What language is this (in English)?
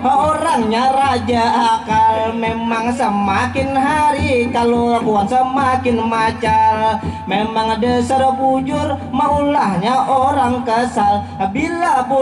Banjar